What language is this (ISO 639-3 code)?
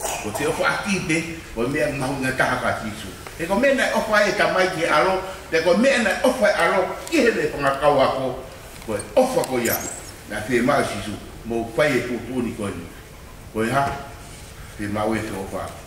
ton